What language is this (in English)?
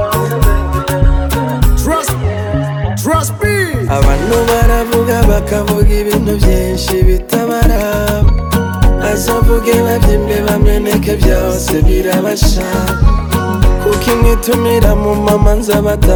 Kinyarwanda